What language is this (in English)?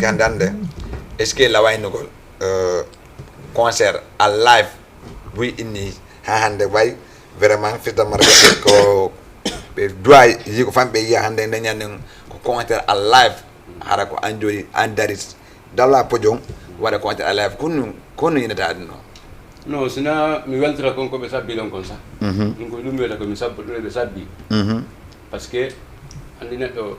Fula